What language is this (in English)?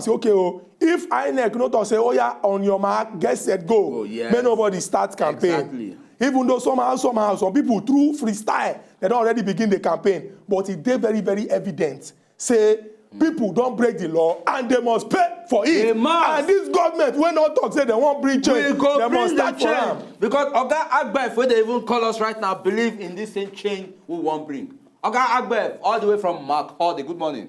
Nigerian Pidgin